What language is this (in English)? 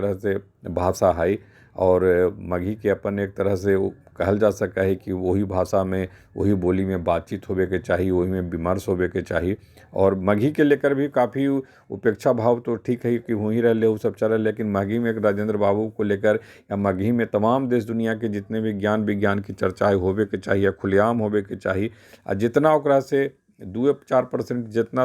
Magahi